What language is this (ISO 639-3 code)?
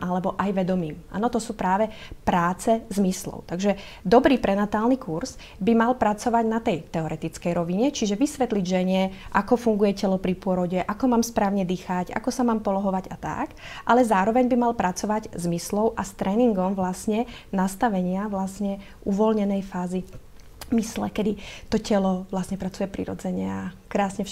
slk